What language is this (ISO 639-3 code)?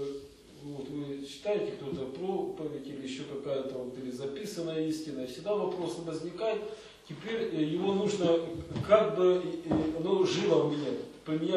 rus